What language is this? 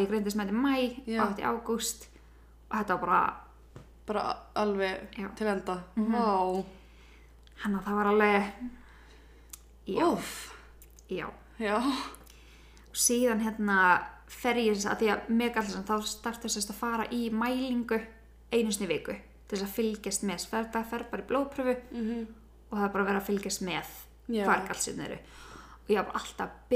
Icelandic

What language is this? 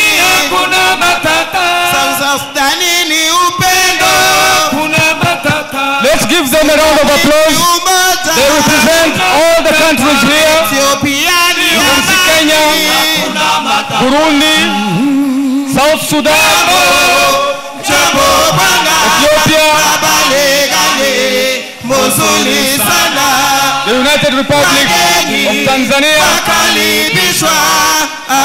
Kinyarwanda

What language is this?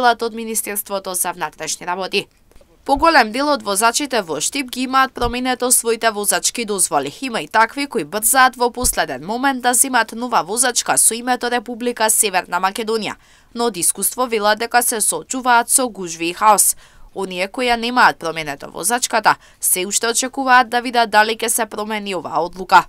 Macedonian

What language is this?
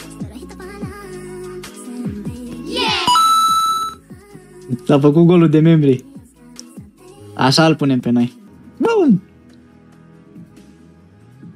Romanian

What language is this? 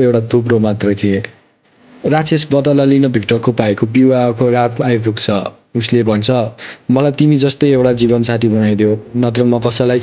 Nepali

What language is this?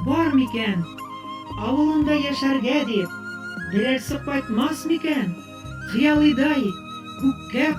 Bashkir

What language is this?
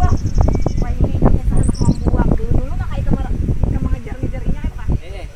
Banjar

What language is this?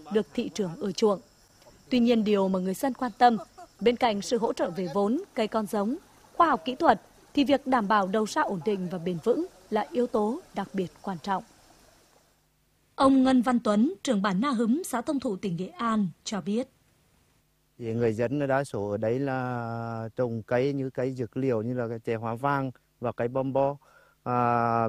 Vietnamese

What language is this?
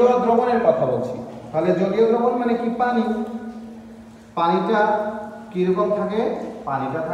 Bangla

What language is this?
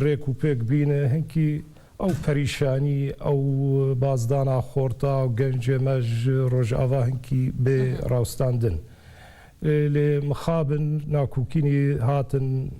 Kurdish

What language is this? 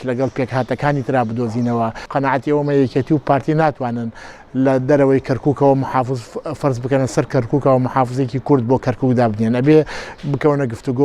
Central Kurdish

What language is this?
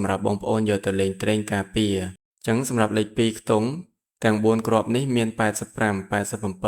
Khmer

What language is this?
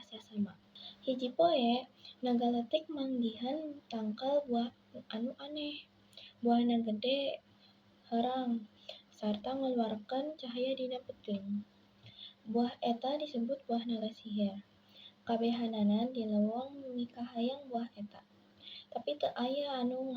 Sundanese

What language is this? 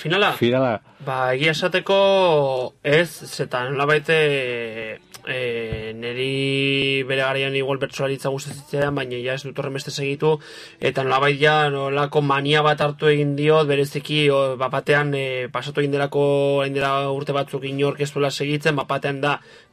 Basque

